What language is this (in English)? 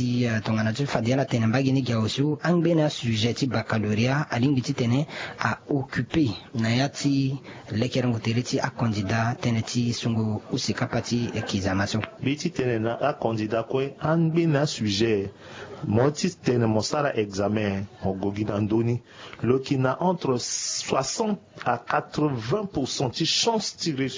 Sango